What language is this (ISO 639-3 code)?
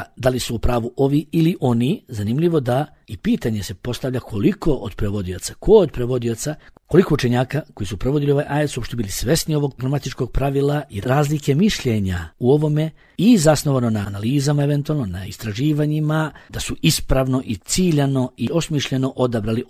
bos